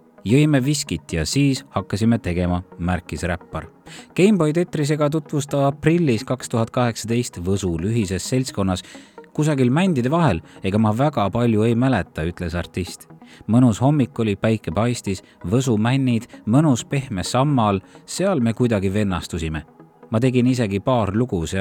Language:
Estonian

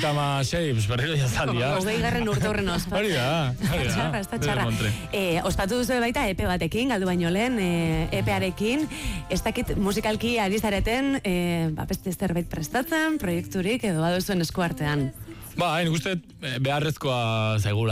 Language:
Basque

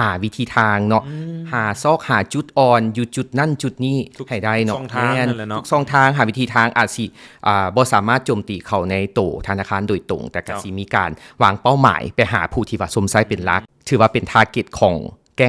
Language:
Lao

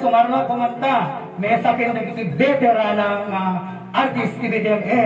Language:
Iloko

